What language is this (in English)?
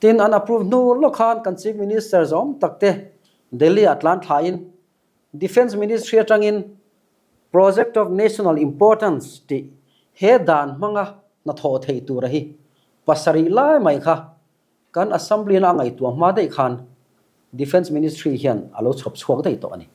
Mizo